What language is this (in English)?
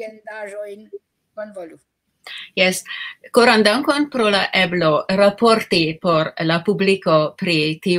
Esperanto